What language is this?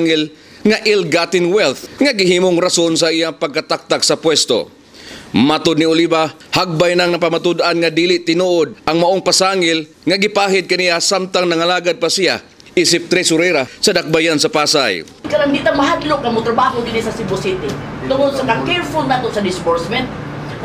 Cebuano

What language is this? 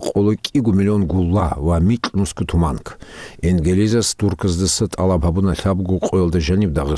Avaric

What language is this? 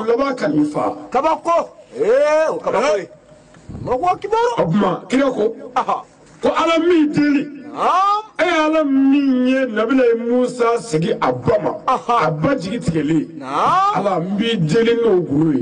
Bambara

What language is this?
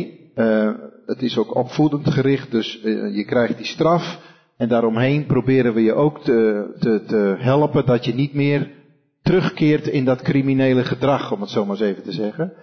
Dutch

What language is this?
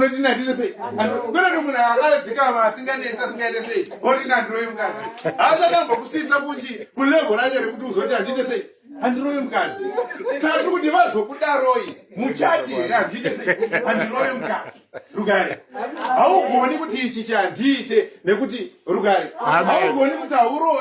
Shona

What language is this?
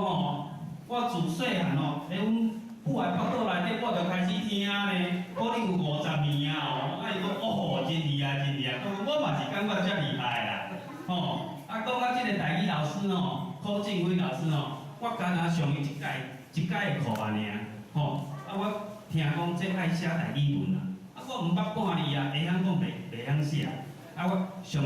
Min Nan Chinese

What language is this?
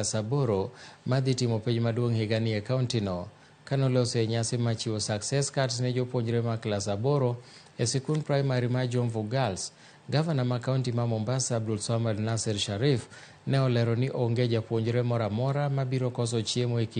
Luo (Kenya and Tanzania)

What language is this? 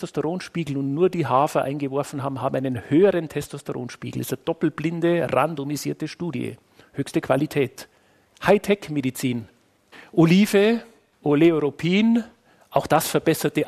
German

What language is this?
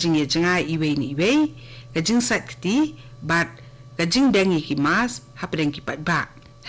Khasi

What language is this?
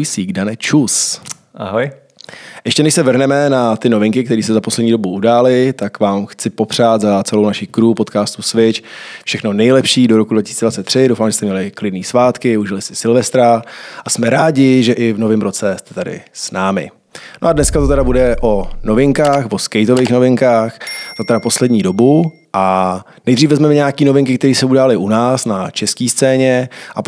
Czech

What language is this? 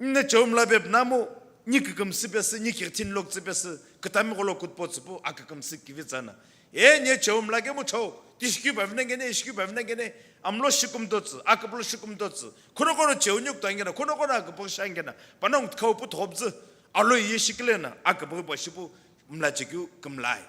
Sumi Naga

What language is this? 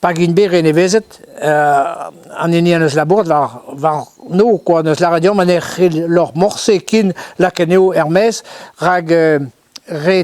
Breton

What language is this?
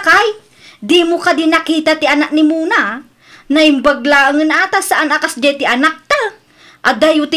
Iloko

